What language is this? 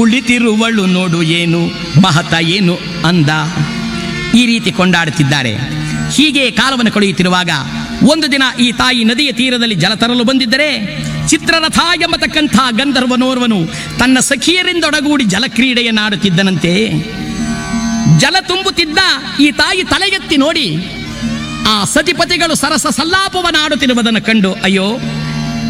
Kannada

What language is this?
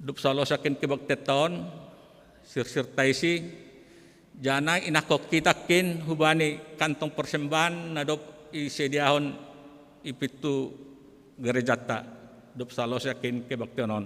Batak Simalungun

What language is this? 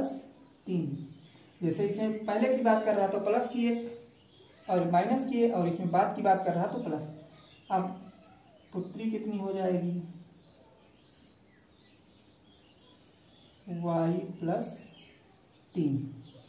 Hindi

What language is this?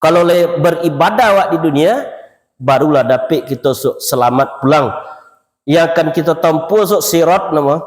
Minangkabau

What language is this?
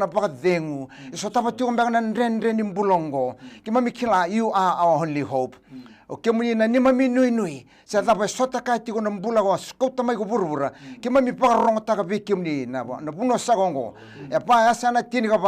Fijian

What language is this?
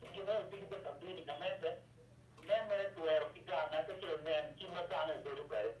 Acoli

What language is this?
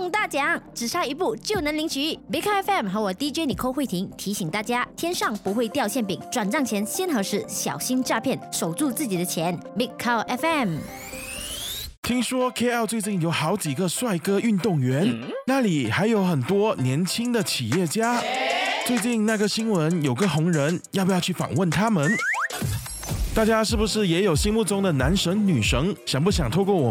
Chinese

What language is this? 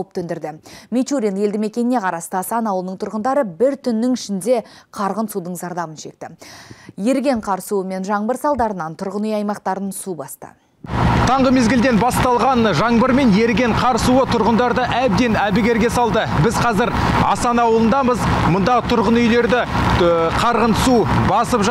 Kazakh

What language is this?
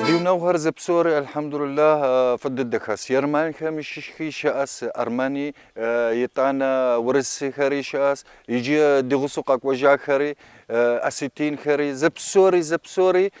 Kabardian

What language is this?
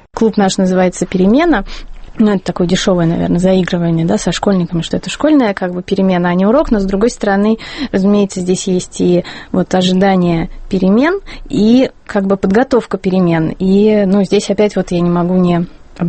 Russian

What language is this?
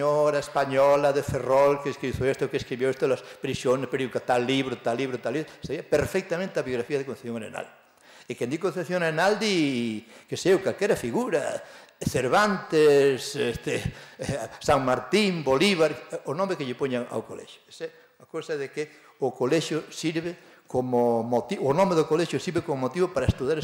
Galician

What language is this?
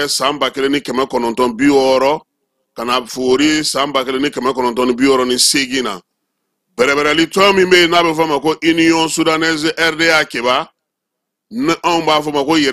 Bambara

